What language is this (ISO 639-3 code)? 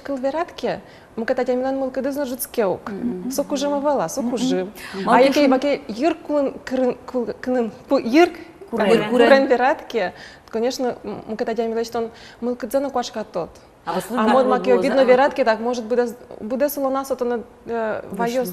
udm